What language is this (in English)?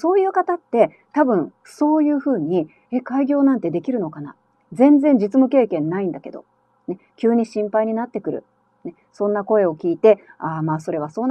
Japanese